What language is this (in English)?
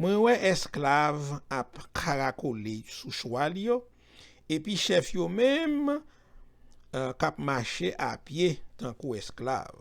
Haitian Creole